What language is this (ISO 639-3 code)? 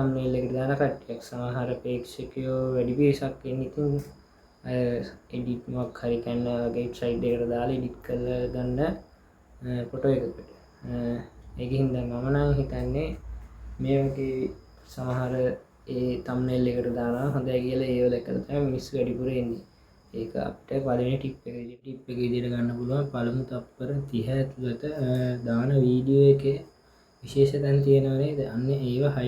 sin